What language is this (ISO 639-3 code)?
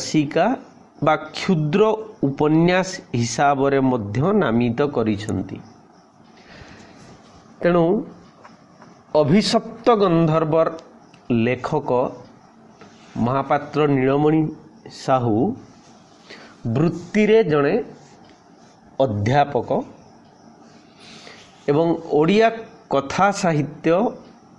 ori